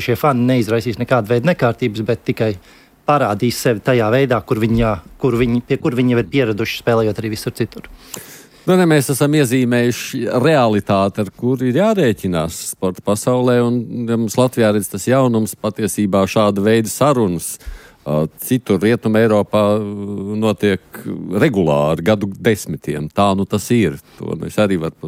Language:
Latvian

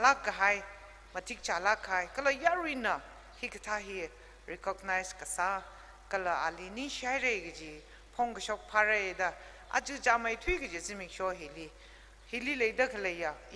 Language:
Tangkhul Naga (India)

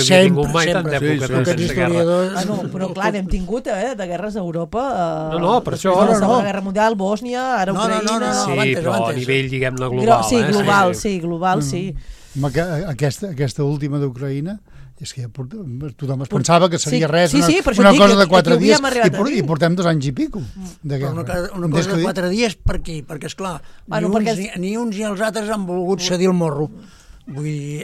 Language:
Catalan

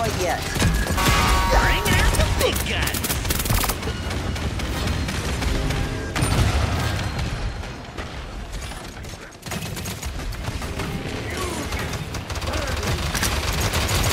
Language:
English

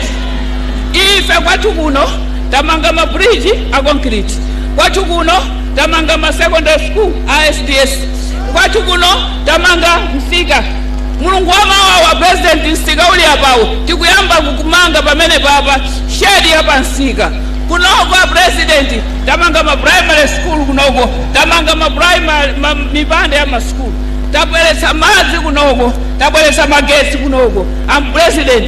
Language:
Nyanja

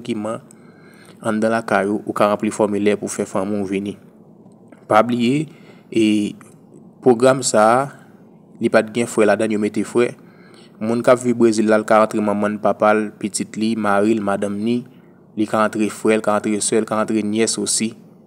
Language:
Haitian Creole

